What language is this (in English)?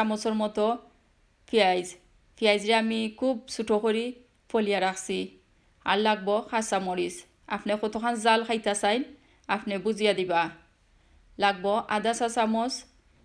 Sylheti